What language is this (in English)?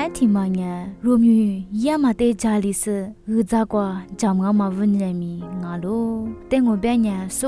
Lisu